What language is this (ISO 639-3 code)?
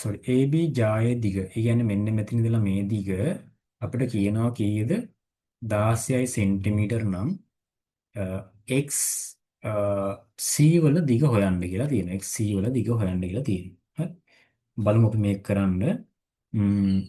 sin